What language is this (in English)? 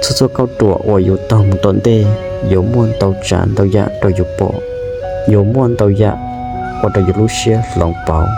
Hmong